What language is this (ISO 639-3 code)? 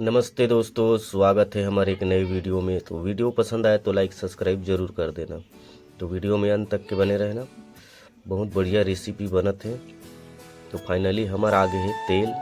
hne